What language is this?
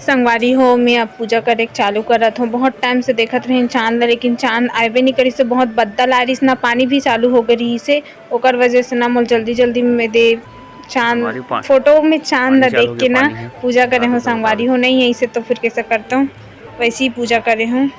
Chhattisgarhi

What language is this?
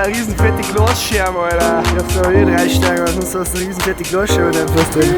Bavarian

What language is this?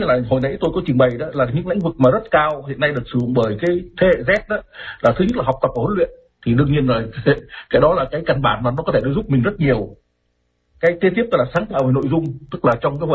Vietnamese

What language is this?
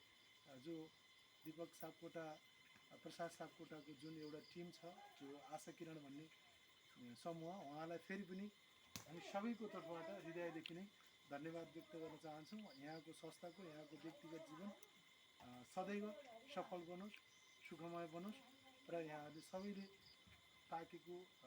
Nepali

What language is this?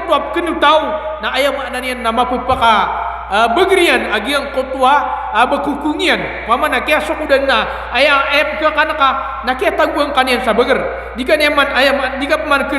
Maranao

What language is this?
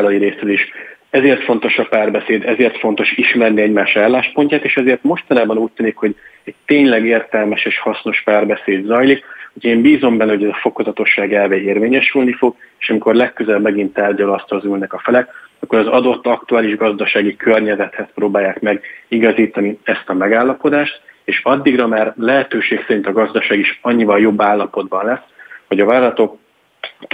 Hungarian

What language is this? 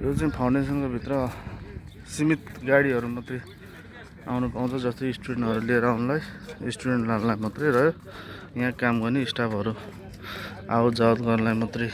Nepali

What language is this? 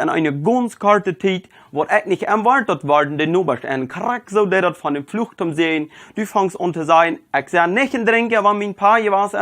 Plautdietsch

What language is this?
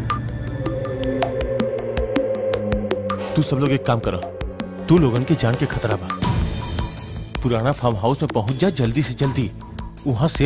Bhojpuri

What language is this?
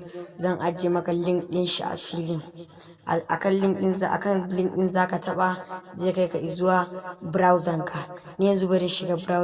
Hausa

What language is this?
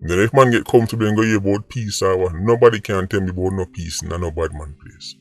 Jamaican Creole English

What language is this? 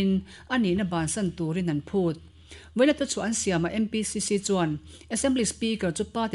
Mizo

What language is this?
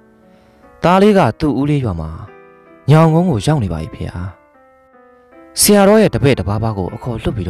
Burmese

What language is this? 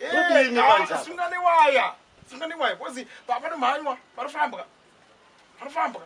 Shona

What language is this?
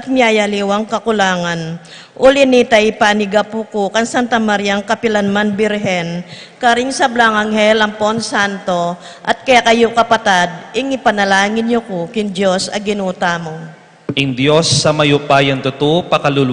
Pampanga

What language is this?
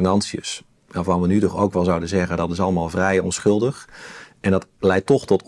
Dutch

